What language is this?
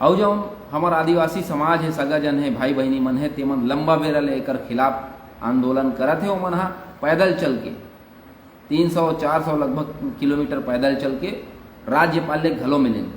Chhattisgarhi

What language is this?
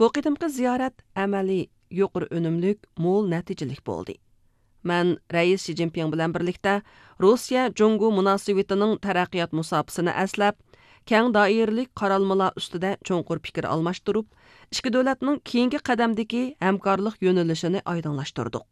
Uyghur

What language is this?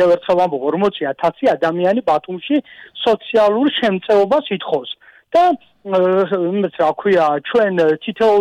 Georgian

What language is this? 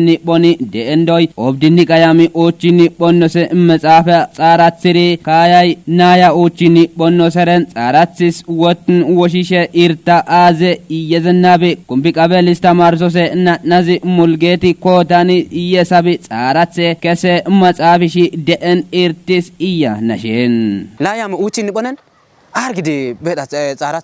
Kafa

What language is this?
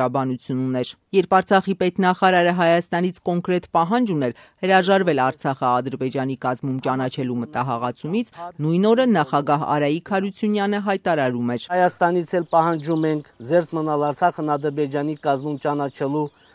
Armenian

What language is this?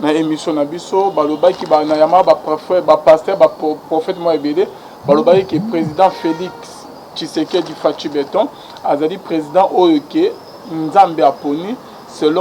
Lingala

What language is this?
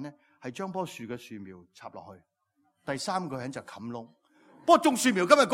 Cantonese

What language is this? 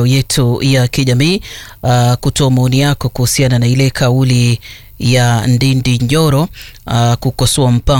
Swahili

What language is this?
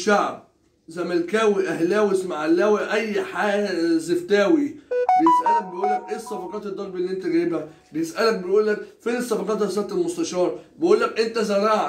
Egyptian Arabic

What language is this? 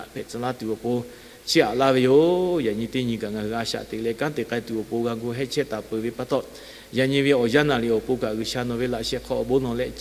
Lahu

